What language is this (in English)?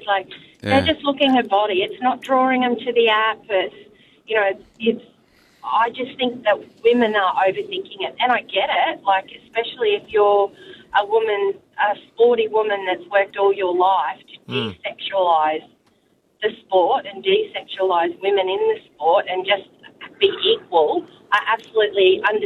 English